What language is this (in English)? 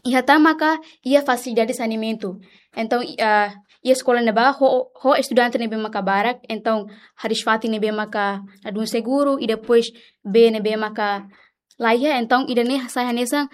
Tetum